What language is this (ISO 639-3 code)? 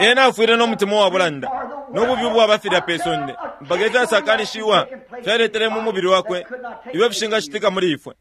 bem